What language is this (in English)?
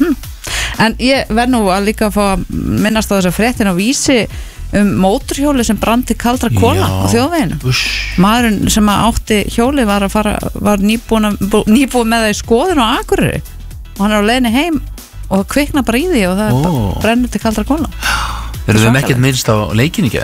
Icelandic